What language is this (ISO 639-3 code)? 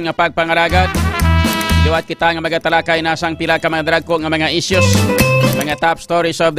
hil